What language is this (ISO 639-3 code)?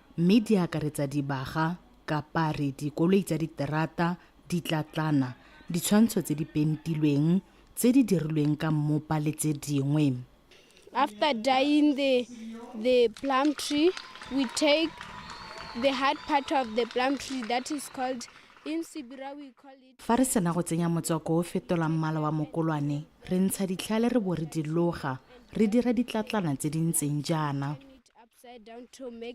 tsn